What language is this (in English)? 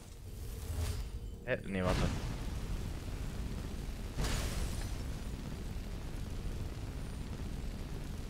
German